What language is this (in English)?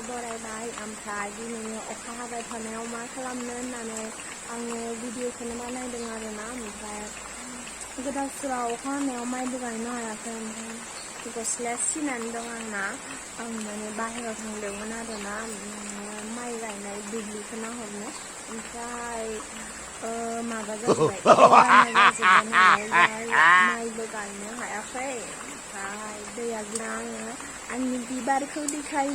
Bodo